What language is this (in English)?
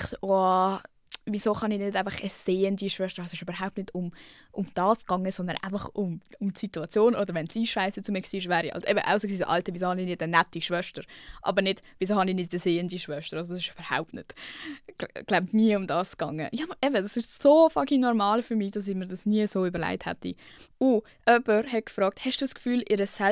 Swiss German